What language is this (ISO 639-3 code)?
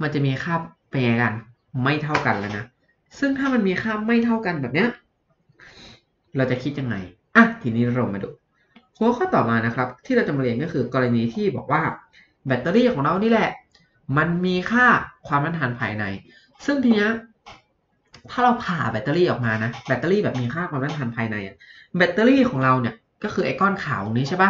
tha